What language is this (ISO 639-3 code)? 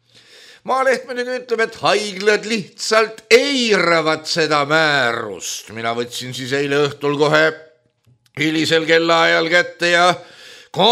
est